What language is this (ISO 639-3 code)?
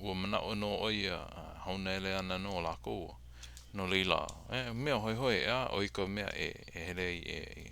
haw